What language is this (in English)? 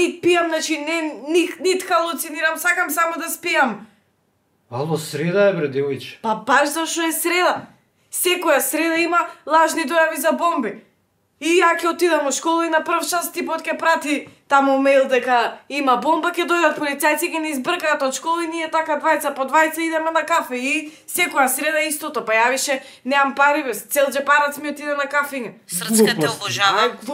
Macedonian